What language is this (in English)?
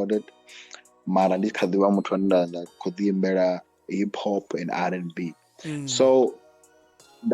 Venda